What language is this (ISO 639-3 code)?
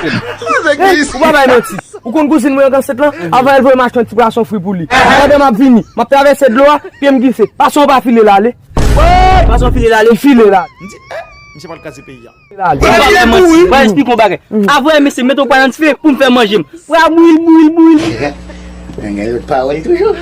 hat